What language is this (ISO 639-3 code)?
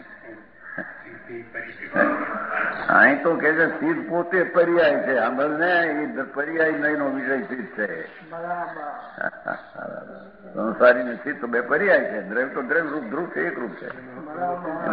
guj